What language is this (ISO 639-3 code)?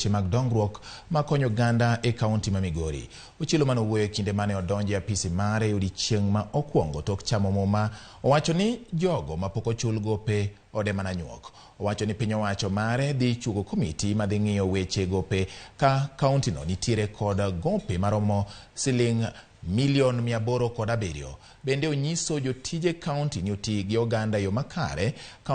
luo